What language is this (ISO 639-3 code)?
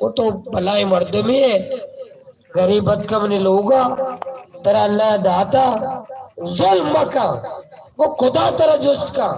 bal